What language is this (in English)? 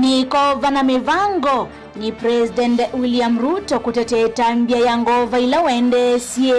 Kamba